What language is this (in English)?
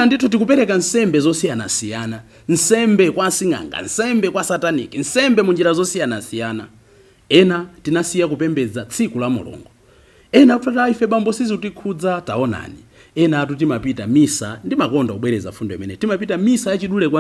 Nyanja